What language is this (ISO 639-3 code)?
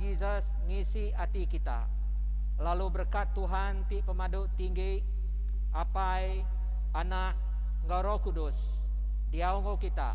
iba